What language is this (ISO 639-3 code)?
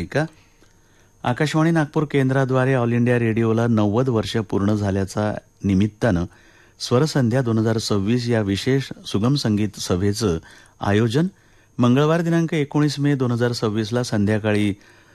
mar